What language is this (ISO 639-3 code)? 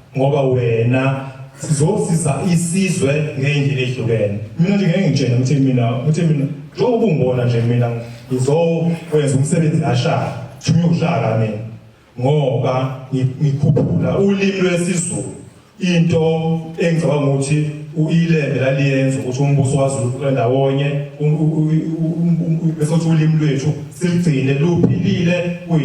zul